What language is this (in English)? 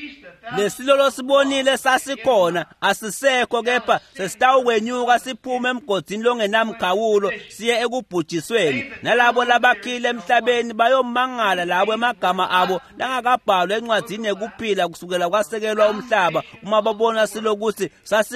Swati